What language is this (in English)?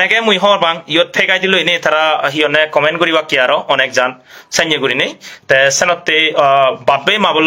Chakma